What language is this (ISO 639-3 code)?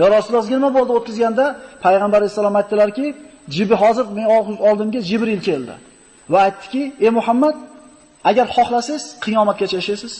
uzb